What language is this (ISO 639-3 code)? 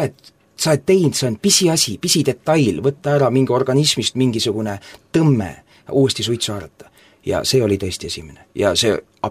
est